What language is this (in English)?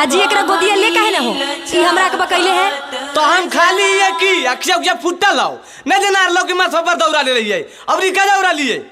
Magahi